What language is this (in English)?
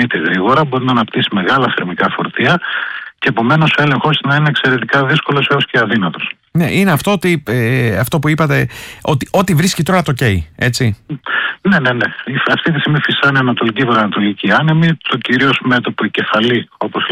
Greek